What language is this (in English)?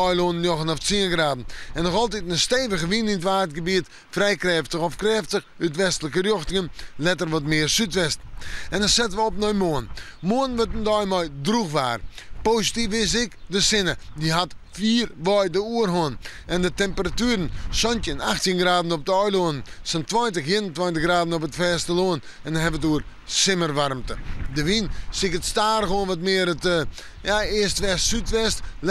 Western Frisian